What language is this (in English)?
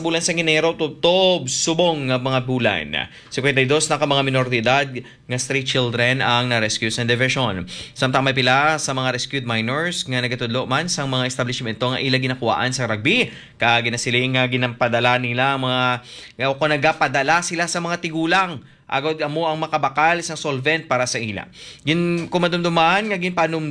Hiligaynon